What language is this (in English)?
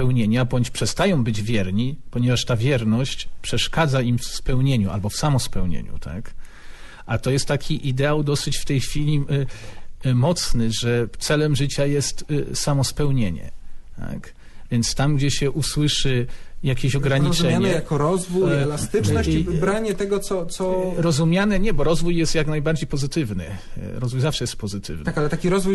Polish